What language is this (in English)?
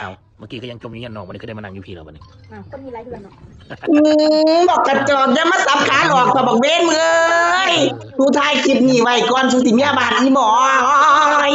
Northeastern Thai